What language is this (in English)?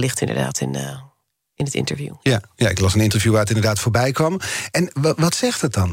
Dutch